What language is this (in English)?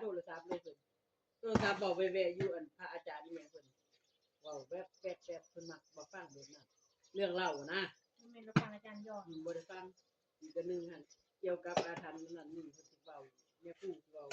Northeastern Thai